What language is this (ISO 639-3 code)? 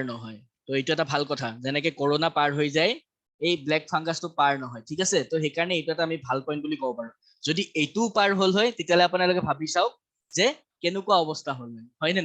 asm